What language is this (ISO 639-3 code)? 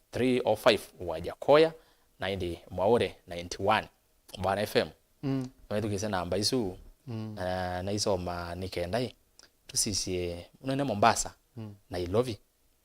kam